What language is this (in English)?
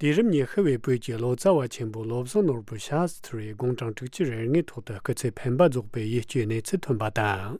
Tibetan